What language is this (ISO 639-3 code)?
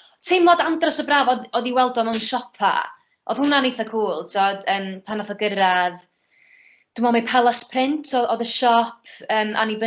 cym